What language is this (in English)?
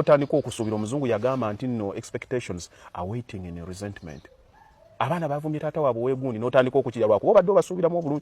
Ganda